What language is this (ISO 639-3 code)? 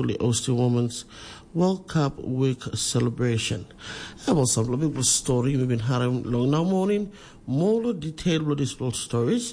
tpi